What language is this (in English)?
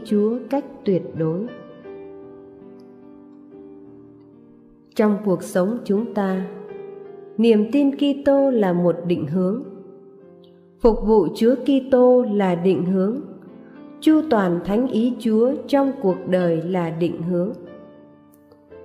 Vietnamese